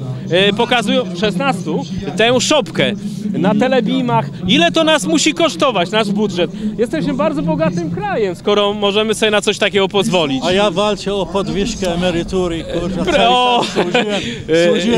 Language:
Polish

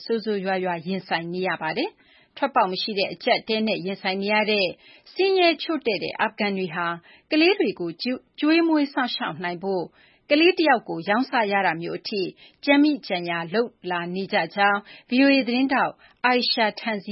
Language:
Burmese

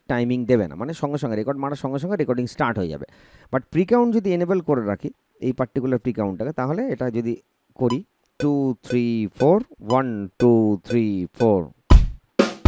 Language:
Bangla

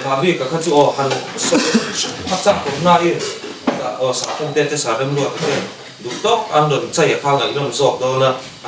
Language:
Mizo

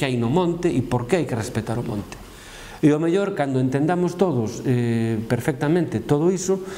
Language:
Galician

